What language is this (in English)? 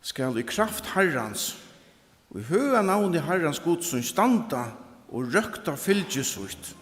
Faroese